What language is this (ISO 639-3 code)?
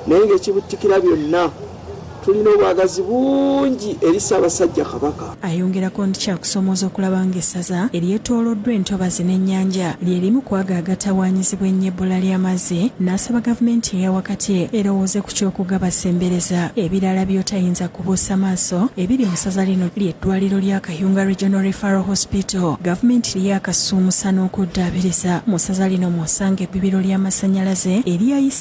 lug